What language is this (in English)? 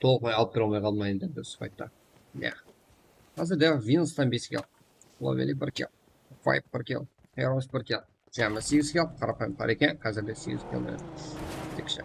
Kara-Kalpak